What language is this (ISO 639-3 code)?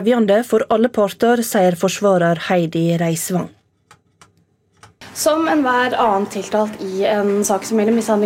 nor